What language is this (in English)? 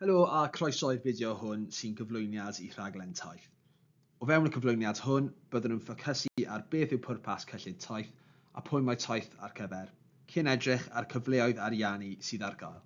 Welsh